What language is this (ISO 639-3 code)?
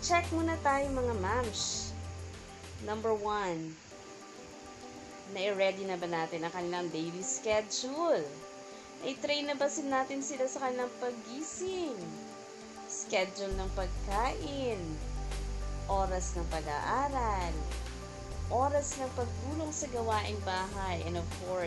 fil